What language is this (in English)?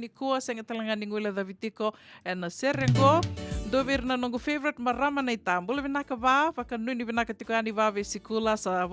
Fijian